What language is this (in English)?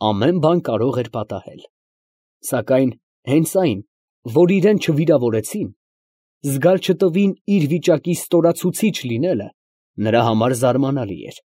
Armenian